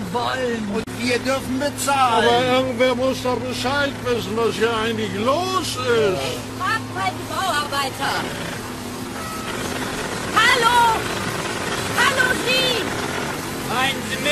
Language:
German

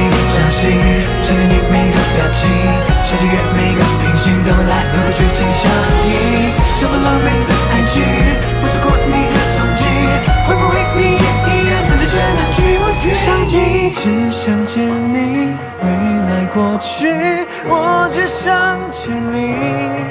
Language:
Chinese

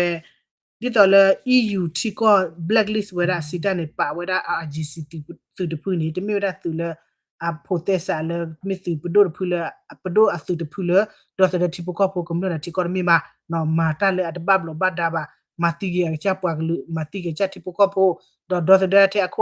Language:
S'gaw Karen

